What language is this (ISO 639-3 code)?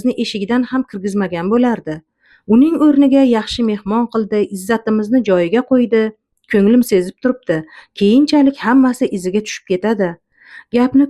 uzb